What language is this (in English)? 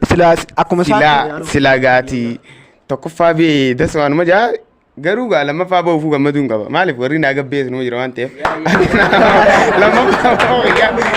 Oromo